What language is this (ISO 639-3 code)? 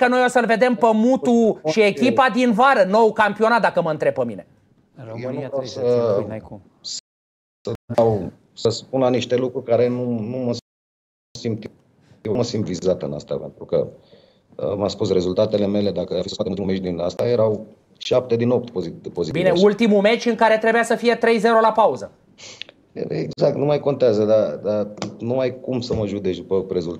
ron